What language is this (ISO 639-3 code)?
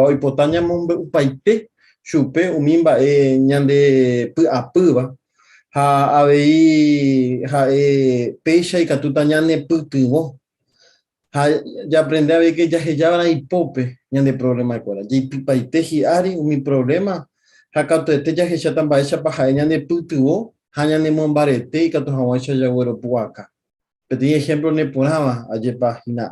grn